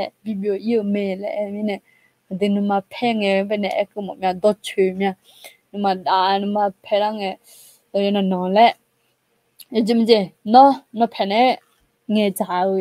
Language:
Akha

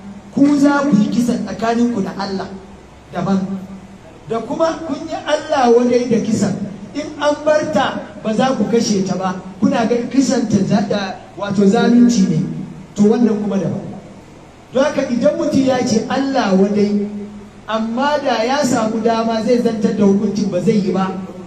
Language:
Hausa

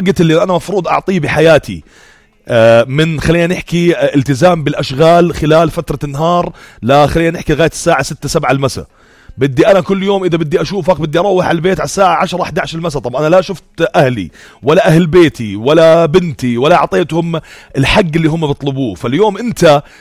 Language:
North Levantine Arabic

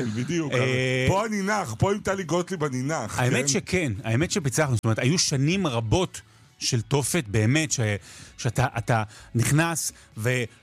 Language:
Hebrew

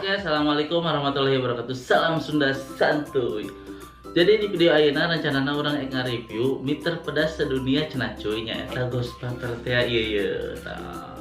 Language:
Sundanese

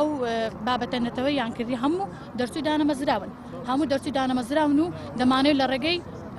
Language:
Central Kurdish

